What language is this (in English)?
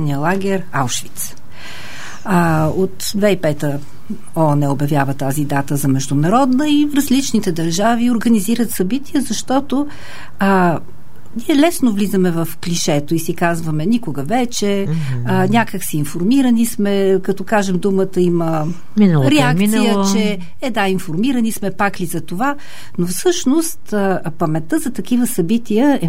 Bulgarian